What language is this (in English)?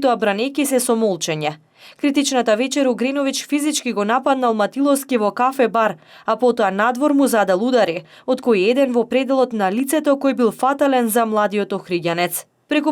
Macedonian